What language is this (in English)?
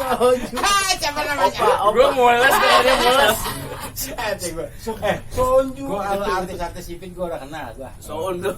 Betawi